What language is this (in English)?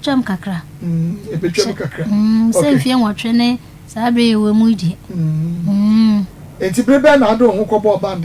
Akan